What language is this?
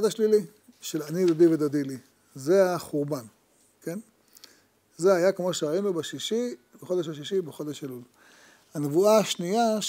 Hebrew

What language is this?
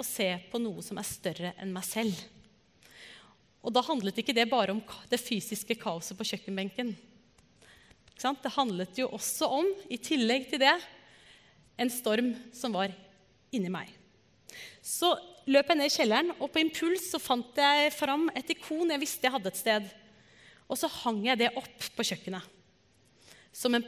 Norwegian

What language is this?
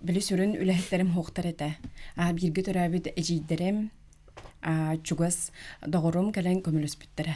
Yakut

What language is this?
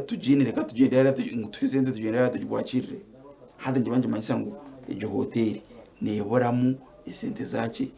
Nyankole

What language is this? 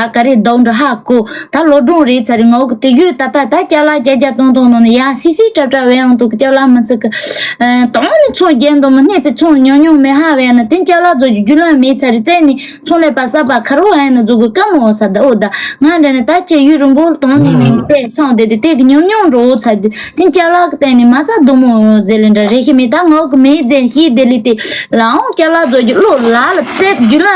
Tibetan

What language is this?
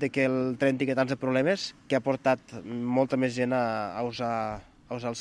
Catalan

